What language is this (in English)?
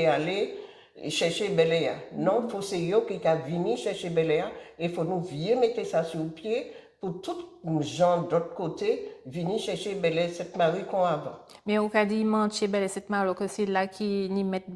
Guadeloupean Creole French